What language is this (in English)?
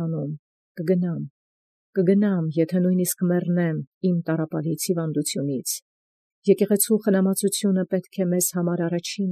Armenian